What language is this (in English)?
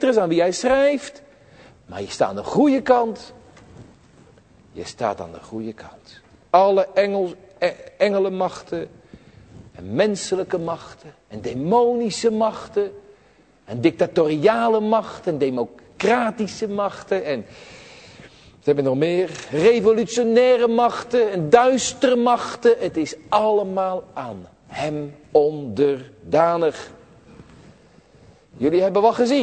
Dutch